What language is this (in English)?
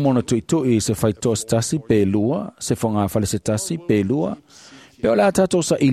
Samoan